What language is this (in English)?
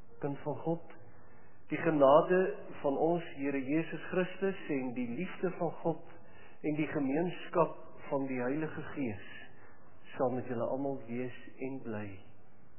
Afrikaans